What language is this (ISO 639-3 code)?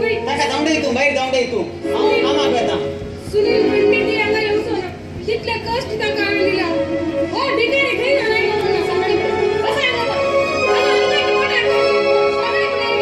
kok